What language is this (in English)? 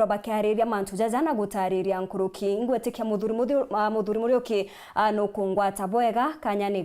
Meru